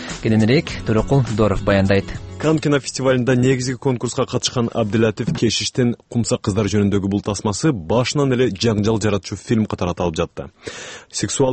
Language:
Kyrgyz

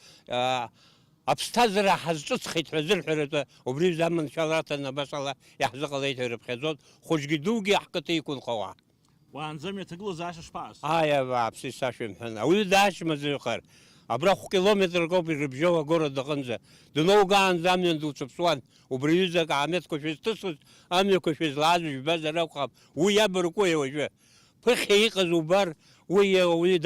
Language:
Abkhazian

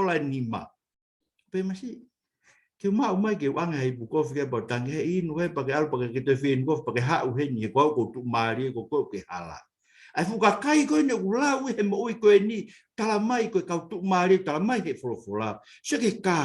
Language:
Tongan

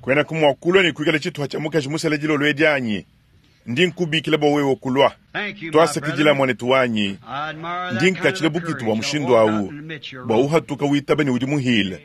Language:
Luba-Lulua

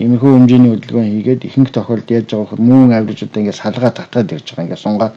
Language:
Mongolian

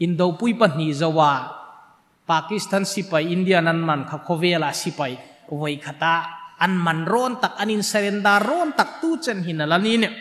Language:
Hmar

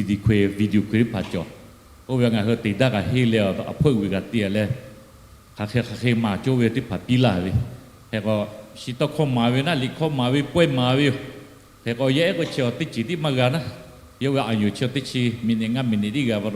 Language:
Lahu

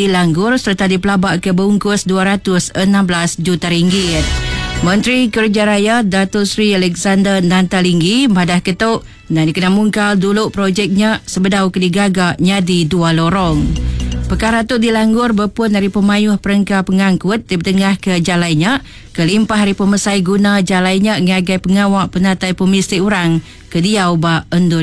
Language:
Iban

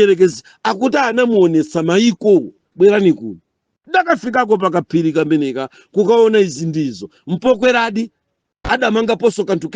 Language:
Nyanja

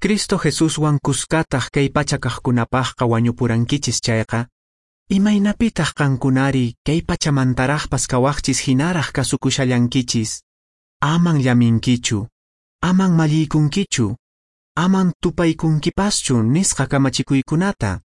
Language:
Quechua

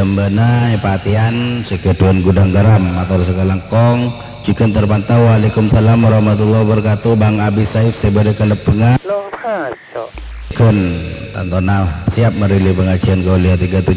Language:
Madurese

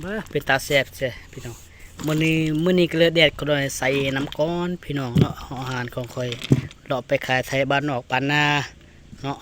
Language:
Lao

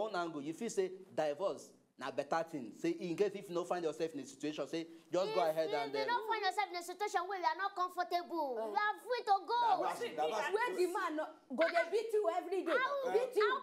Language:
Nigerian Pidgin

